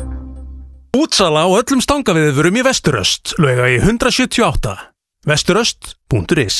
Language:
Icelandic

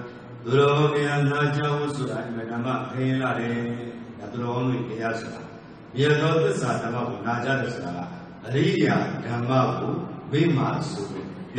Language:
Burmese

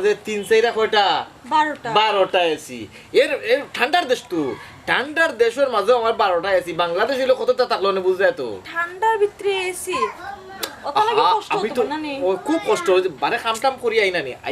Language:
Sylheti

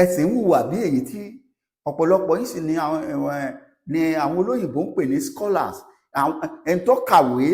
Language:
Yoruba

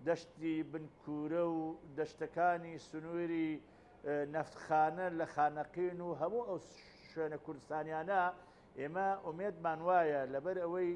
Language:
Central Kurdish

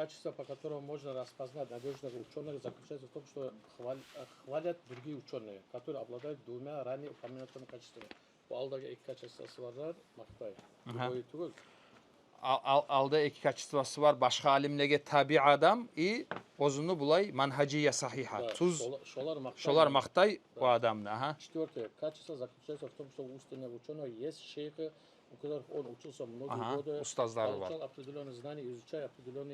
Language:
Kumyk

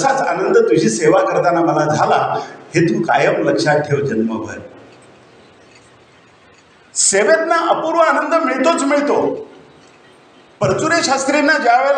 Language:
Marathi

